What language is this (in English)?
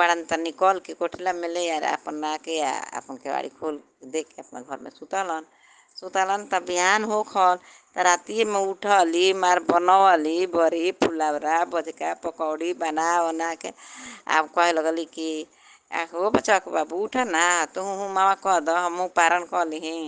Bhojpuri